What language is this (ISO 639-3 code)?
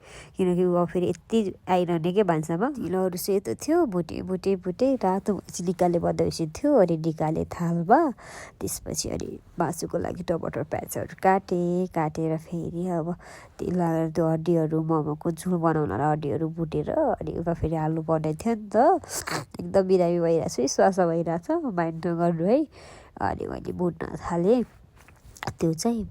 nep